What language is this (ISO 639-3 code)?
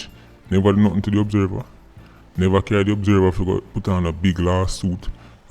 jam